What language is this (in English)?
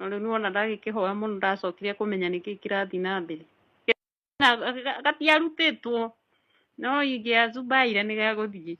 Kikuyu